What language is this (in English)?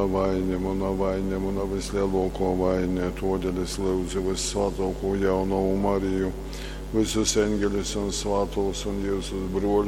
Latgalian